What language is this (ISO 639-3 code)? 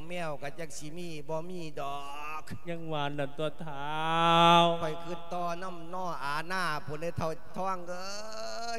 lao